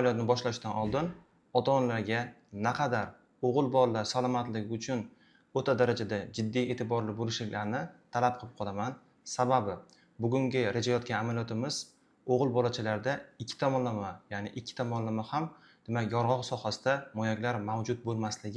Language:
Uzbek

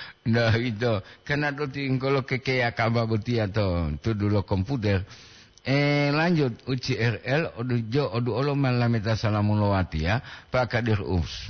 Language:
Gorontalo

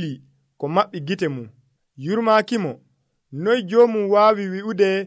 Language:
Nigerian Fulfulde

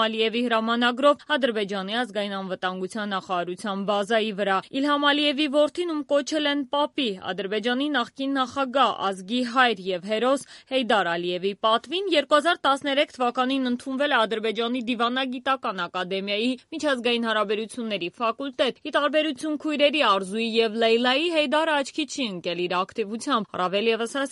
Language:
Armenian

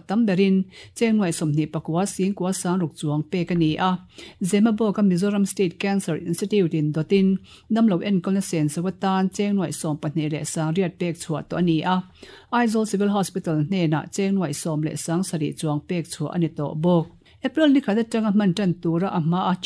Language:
Mizo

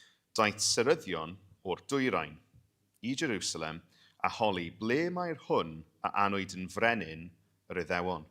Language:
Welsh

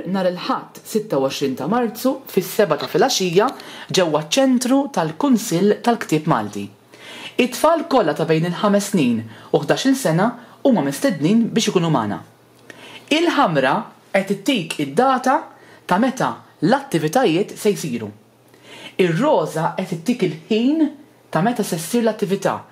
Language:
Maltese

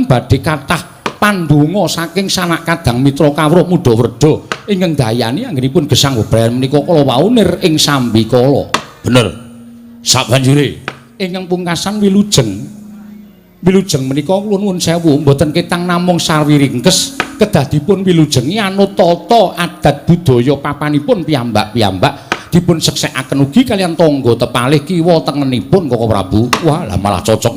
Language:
Javanese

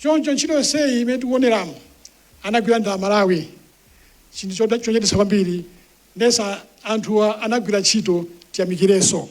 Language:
Nyanja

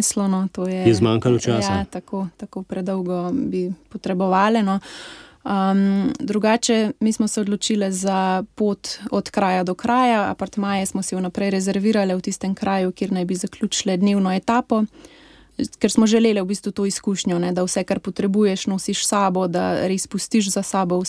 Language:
Slovenian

